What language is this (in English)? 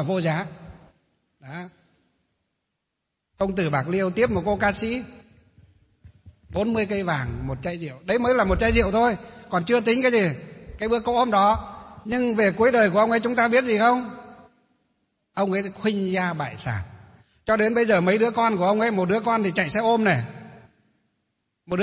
Vietnamese